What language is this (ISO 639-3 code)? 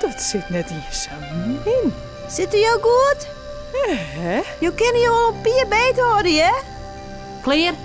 fry